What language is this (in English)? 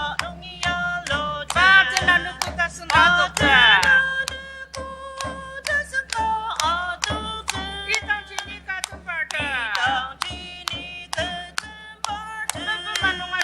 Ao Naga